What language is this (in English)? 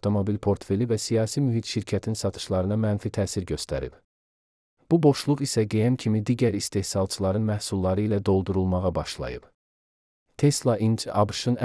Azerbaijani